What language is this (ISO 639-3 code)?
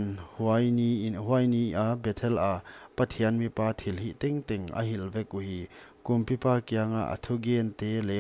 pck